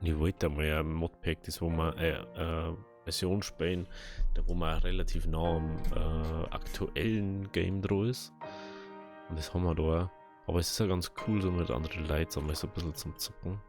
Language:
Bavarian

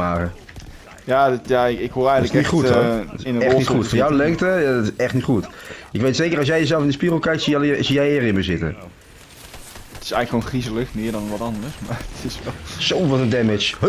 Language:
Dutch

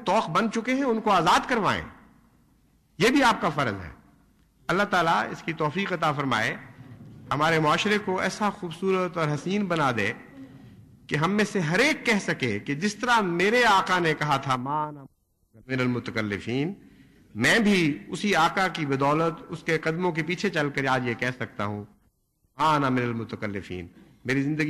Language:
Urdu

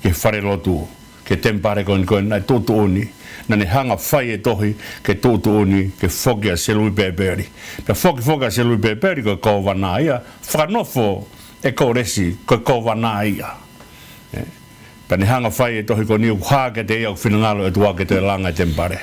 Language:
Tongan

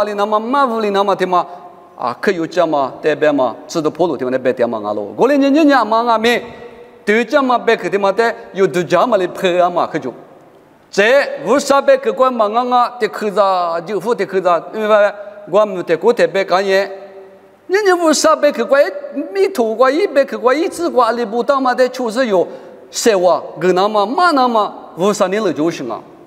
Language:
Lisu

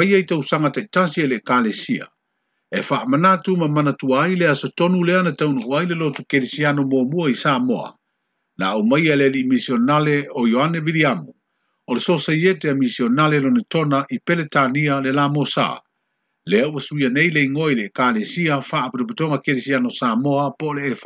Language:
Samoan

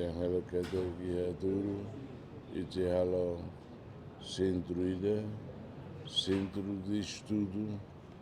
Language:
Tetum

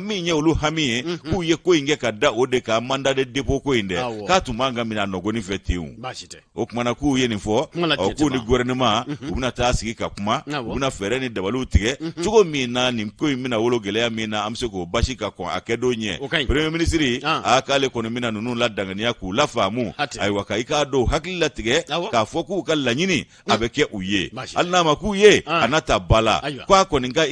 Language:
Bambara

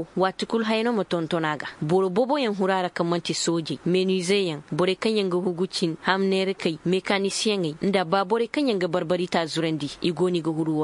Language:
Zarma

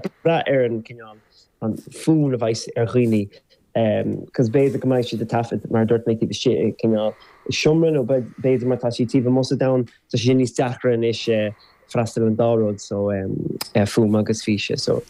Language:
Irish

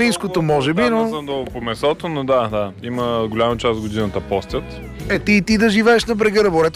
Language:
Bulgarian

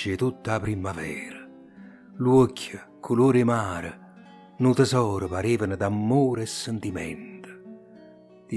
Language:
Neapolitan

